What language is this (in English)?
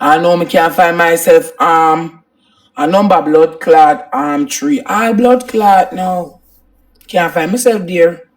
Jamaican Creole English